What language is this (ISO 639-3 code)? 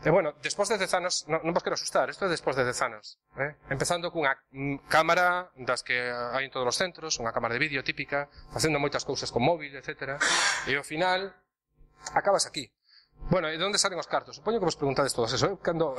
glg